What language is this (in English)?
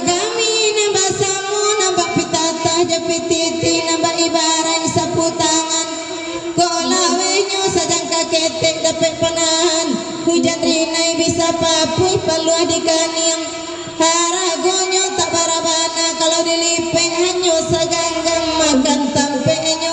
Minangkabau